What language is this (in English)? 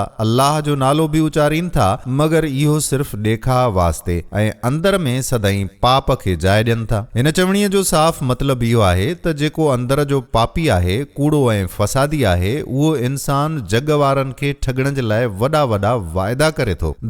Sindhi